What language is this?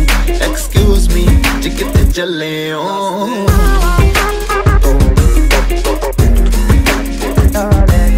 Punjabi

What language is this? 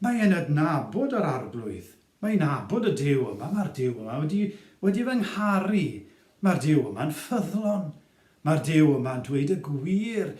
Welsh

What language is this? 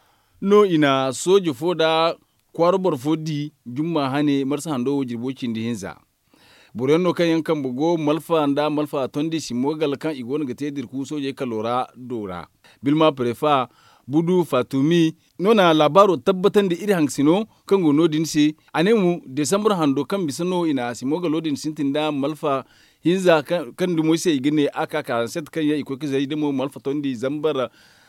Zarma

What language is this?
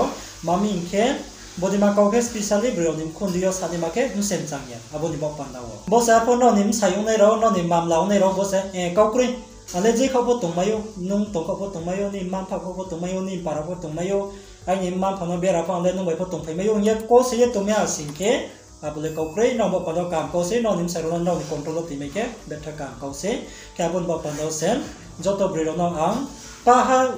Riang (India)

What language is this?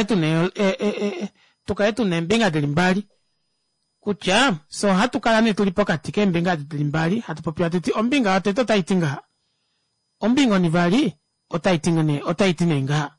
Kuanyama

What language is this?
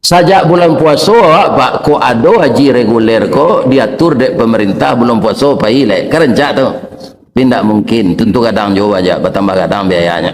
Minangkabau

